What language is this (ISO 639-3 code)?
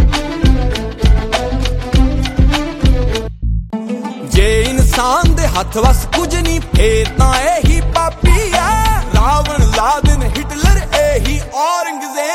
pan